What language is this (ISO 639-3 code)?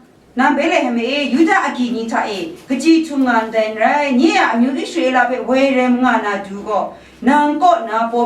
kac